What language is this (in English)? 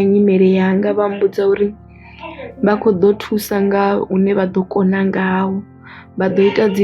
Venda